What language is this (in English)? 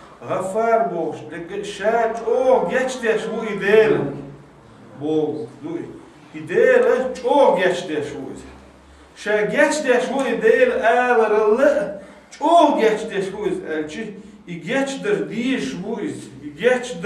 Chechen